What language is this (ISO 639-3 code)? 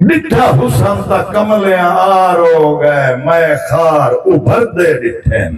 skr